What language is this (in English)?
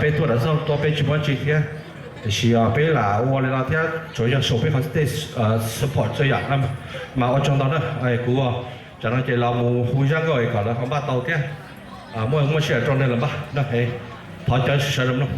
Hmong